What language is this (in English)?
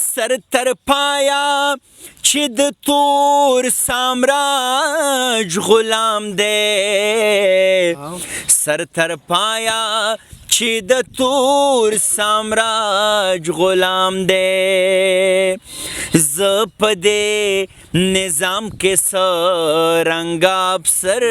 Pashto